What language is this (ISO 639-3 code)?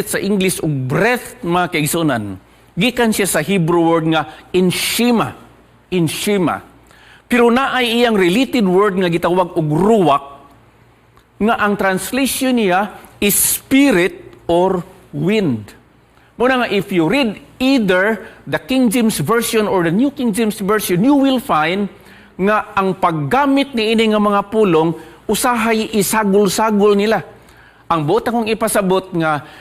ceb